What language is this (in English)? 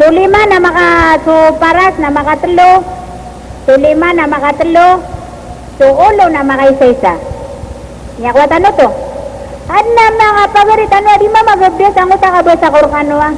Maranao